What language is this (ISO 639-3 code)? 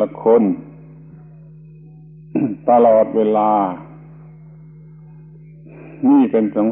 tha